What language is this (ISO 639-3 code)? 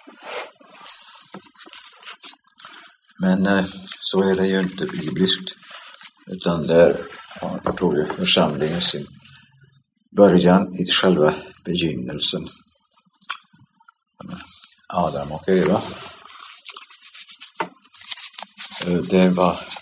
swe